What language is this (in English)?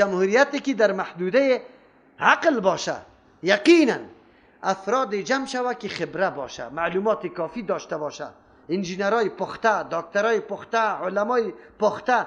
Persian